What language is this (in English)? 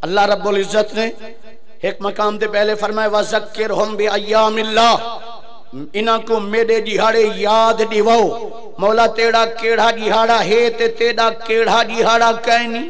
Saraiki